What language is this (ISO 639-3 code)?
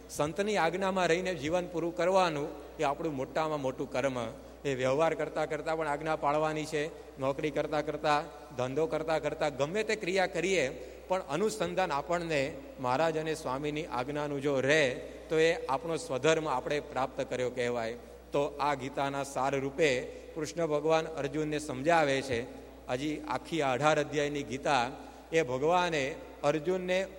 guj